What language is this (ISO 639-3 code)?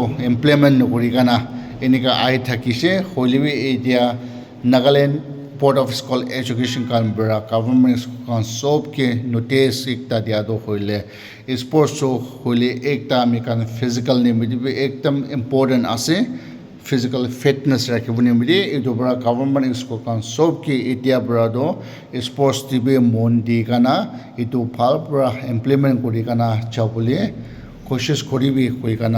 nag